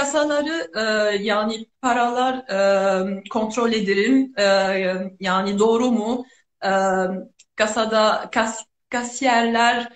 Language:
Turkish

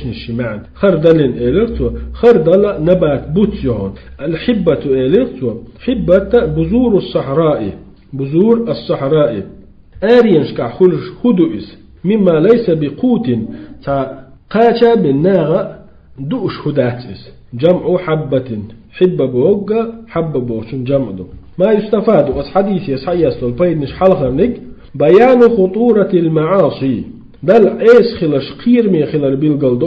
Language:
Chechen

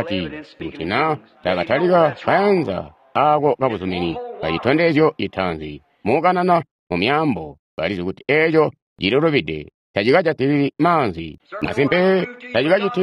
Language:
Tonga (Zambia)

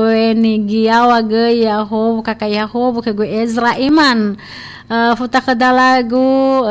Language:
Nias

